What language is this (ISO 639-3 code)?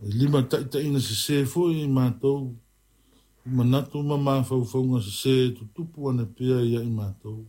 smo